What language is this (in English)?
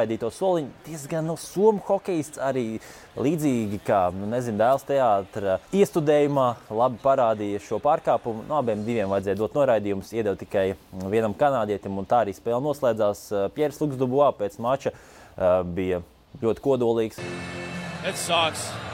Latvian